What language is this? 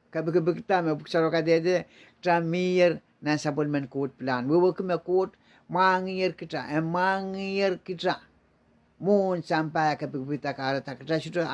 Pohnpeian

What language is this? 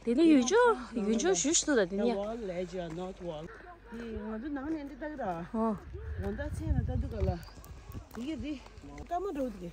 Tibetan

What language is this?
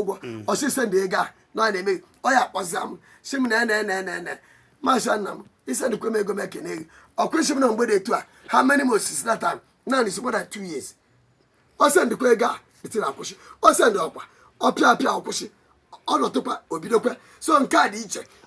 Igbo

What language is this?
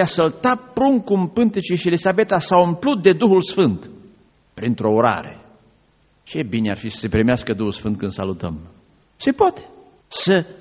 Romanian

